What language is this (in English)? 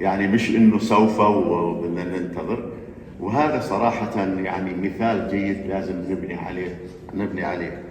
North Levantine Arabic